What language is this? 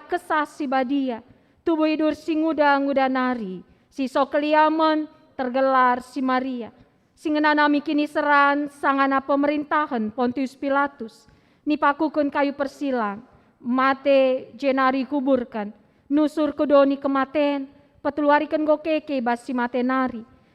Batak Karo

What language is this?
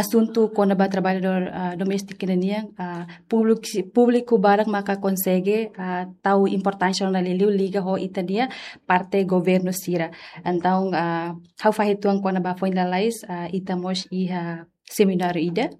Tetum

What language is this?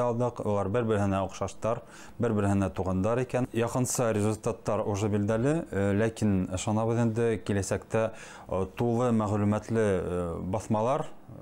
Bashkir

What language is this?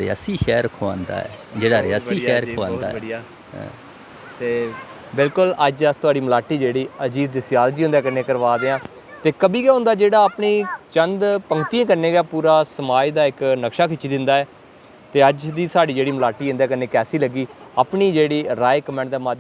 Dogri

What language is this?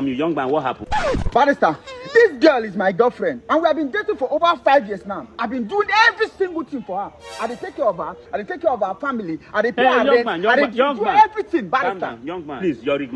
Nigerian Pidgin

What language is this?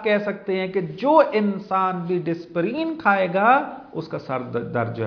Urdu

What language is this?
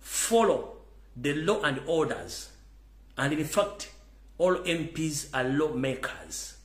Ganda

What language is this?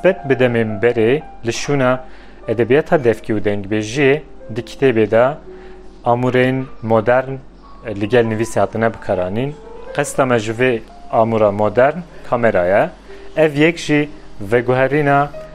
Kurdish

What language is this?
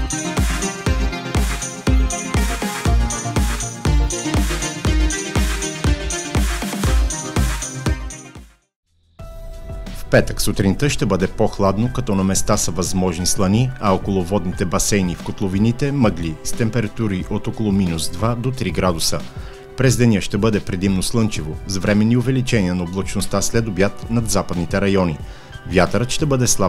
Bulgarian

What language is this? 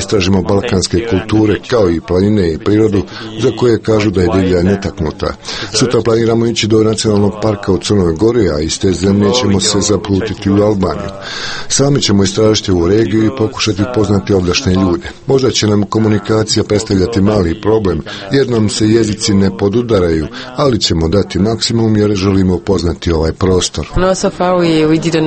Croatian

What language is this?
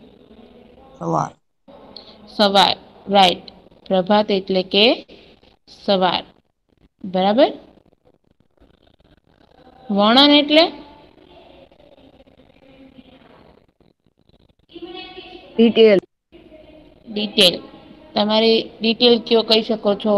Gujarati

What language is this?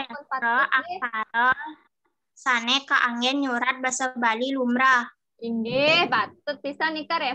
Balinese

